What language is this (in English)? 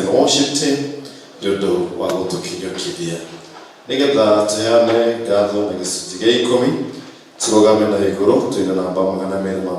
Kikuyu